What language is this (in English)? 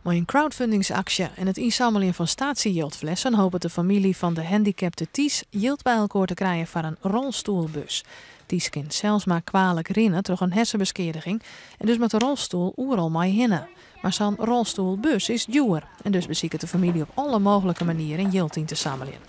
Western Frisian